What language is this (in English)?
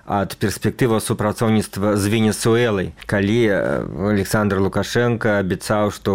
Belarusian